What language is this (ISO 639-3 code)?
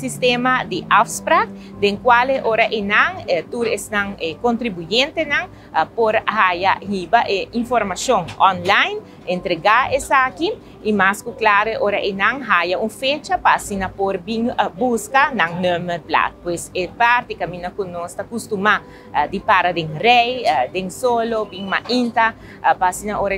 pap